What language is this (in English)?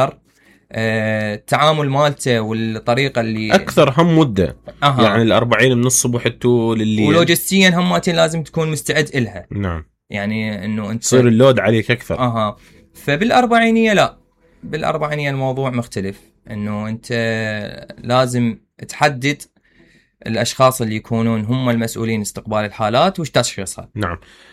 Mesopotamian Arabic